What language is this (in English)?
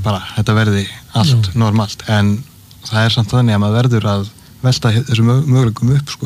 Icelandic